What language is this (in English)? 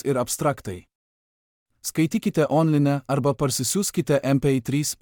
Lithuanian